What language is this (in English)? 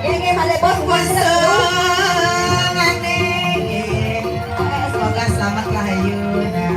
Balinese